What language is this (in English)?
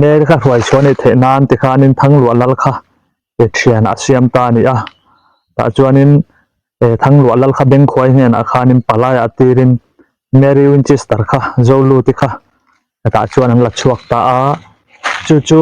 Mizo